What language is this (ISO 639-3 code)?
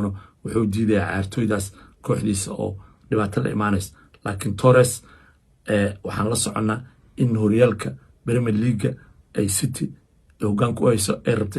som